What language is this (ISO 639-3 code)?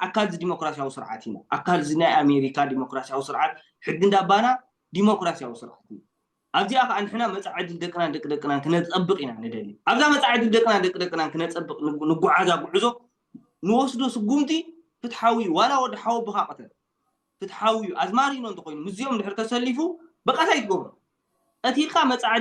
tir